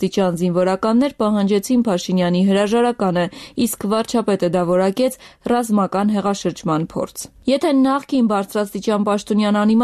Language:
Armenian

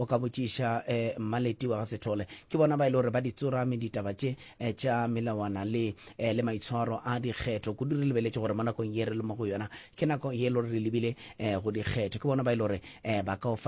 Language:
Northern Sotho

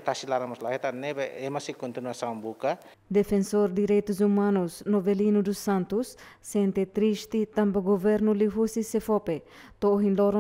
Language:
Tetum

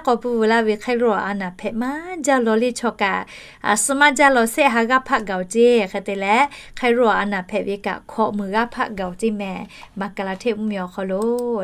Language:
Lahu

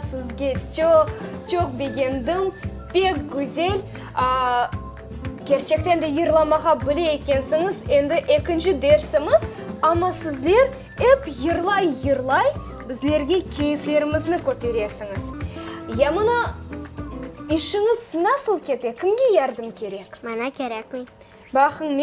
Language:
Crimean Tatar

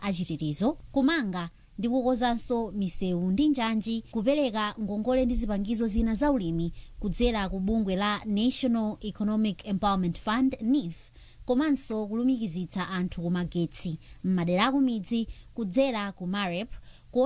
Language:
Nyanja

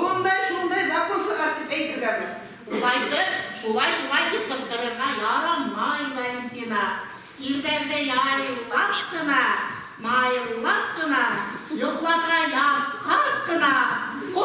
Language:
Bashkir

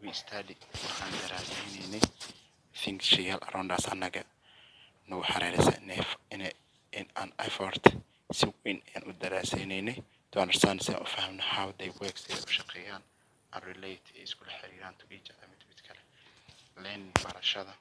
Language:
Somali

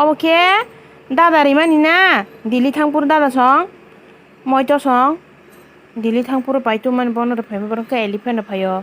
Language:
Kok Borok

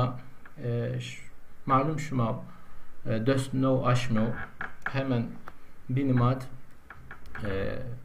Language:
Zaza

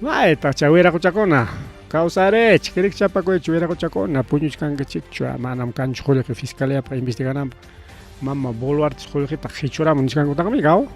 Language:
Ayacucho Quechua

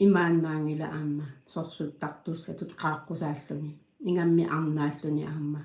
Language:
Kalaallisut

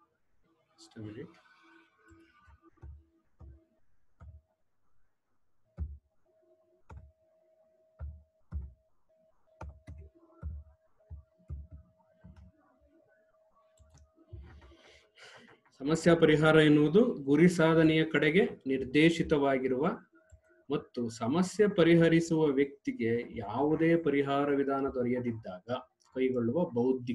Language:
Kannada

